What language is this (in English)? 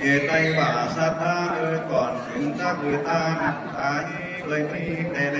Lü